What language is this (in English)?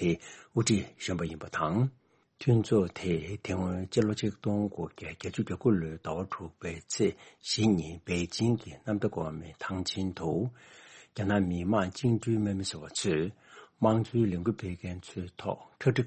Tibetan